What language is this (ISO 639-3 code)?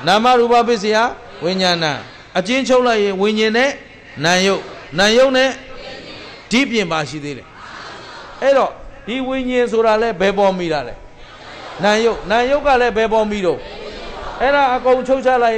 mya